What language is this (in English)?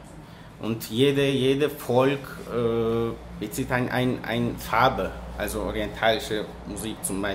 German